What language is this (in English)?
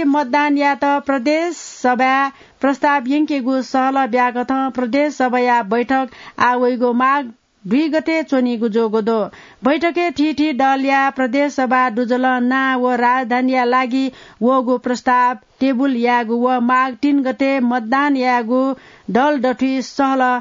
Newari